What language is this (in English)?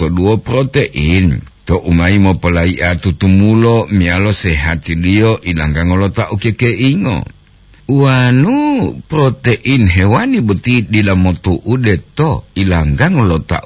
Gorontalo